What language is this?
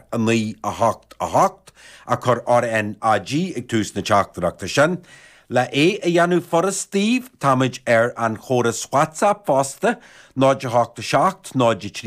Irish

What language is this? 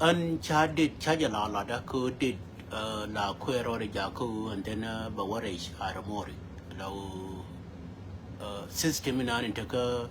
Nuer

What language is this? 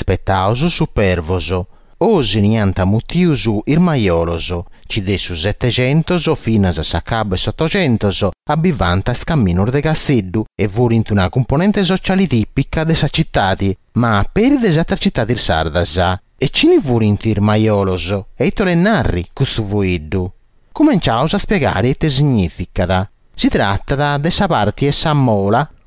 Sardinian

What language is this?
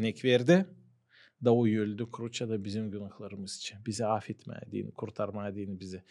Gagauz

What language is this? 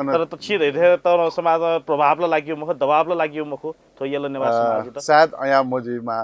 Newari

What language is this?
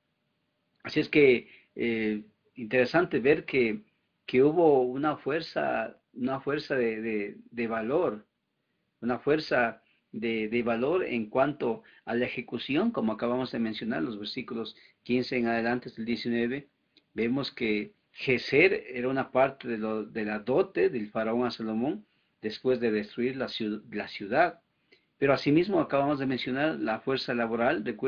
Spanish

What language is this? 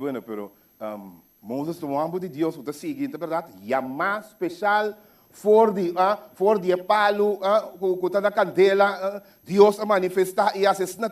Papiamento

